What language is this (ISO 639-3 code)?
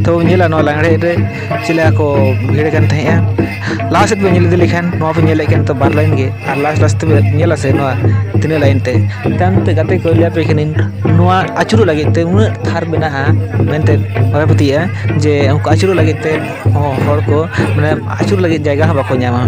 sat